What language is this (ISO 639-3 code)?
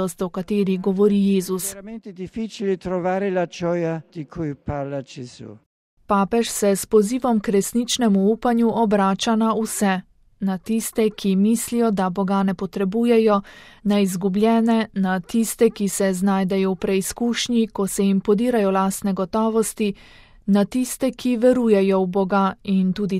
slv